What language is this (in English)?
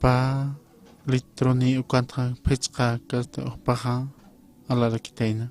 Aymara